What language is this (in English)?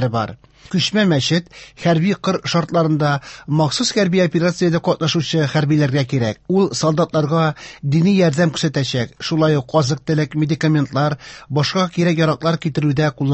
Tatar